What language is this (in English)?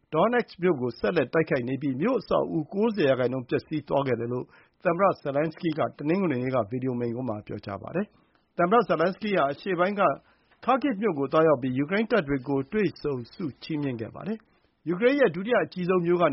Burmese